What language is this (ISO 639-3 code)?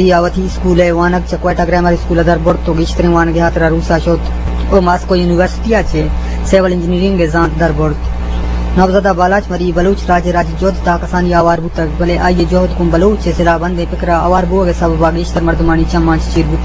bgp